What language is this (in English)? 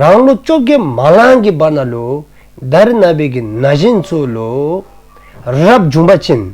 Dzongkha